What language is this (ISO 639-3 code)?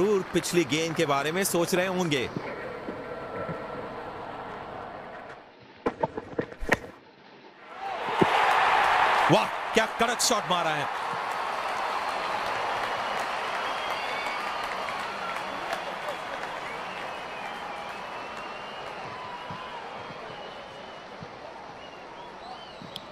hin